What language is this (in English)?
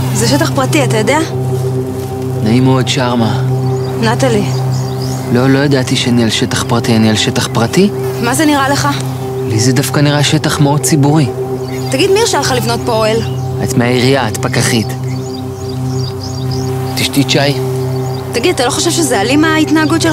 Hebrew